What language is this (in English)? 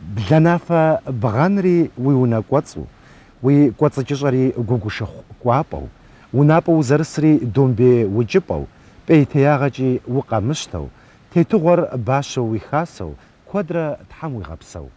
Kabardian